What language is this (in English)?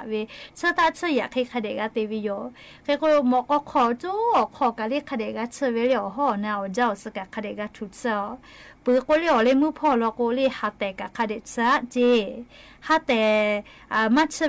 Lahu